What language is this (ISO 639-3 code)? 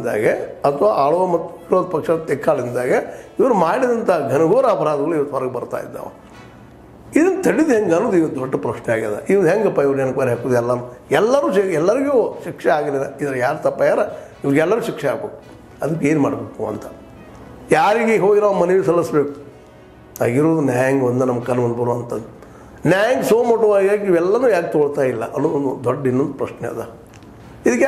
kan